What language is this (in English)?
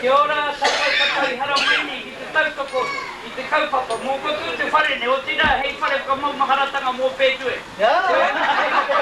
Māori